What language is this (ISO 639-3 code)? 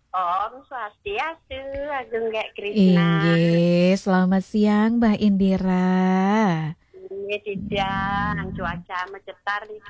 ban